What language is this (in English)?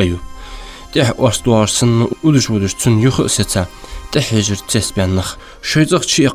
Ingush